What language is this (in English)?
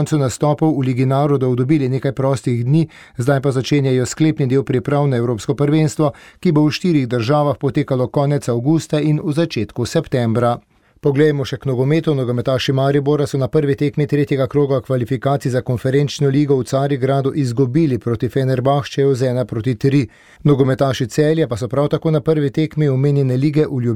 Slovenian